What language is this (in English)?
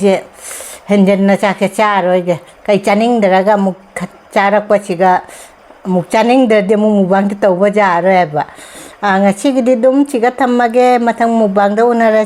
Manipuri